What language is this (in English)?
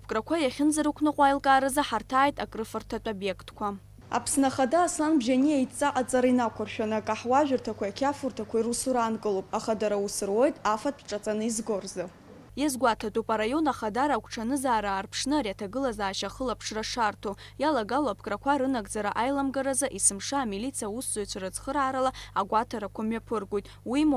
Abkhazian